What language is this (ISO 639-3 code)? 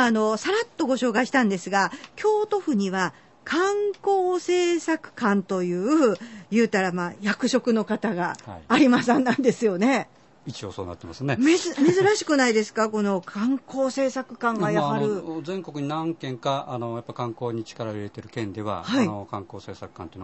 jpn